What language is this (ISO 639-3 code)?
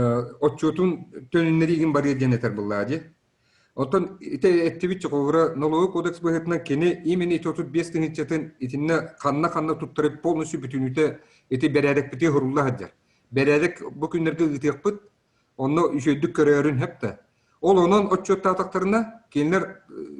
sah